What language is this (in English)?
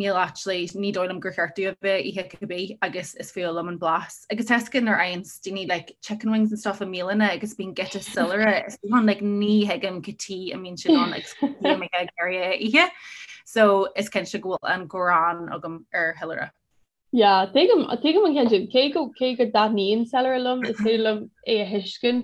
Irish